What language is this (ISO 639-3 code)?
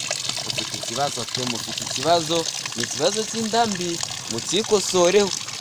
kin